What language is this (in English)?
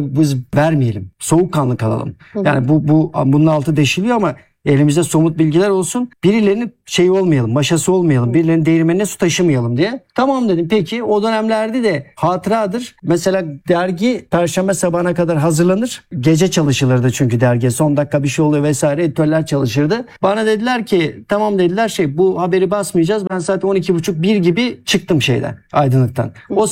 Turkish